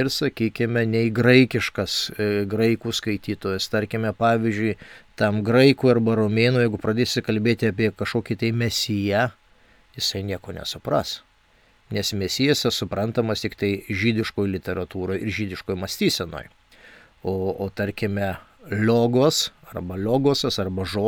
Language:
Lithuanian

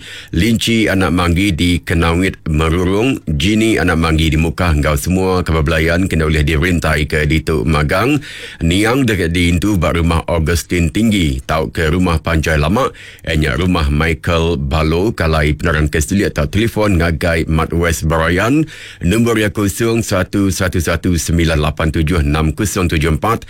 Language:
Iban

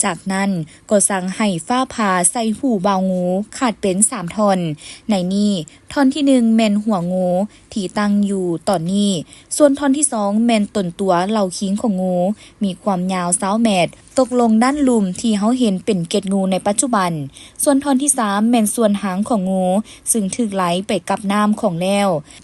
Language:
Lao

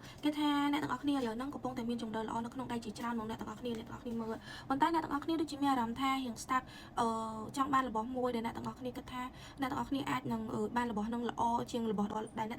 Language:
Khmer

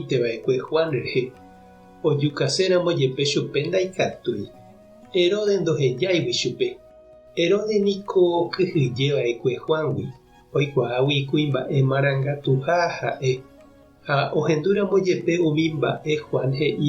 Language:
Guarani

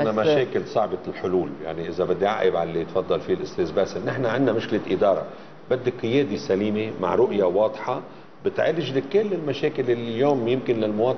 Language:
North Levantine Arabic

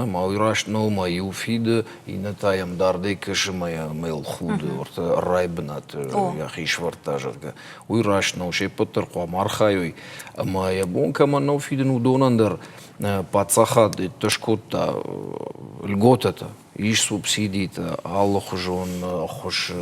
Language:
Ossetic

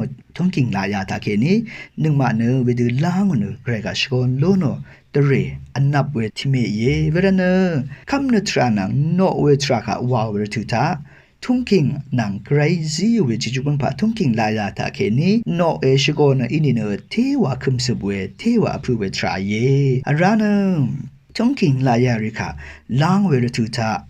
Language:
Rawang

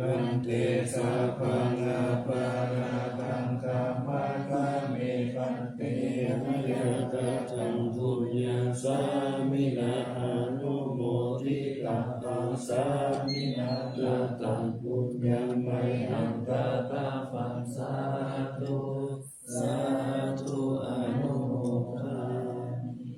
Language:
Pali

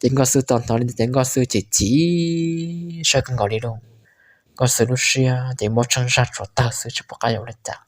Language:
Hmong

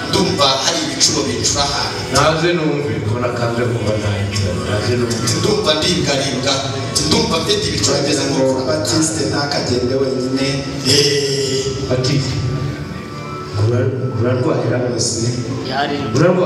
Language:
Kinyarwanda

